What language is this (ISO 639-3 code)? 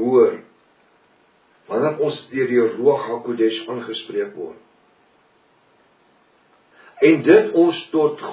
afr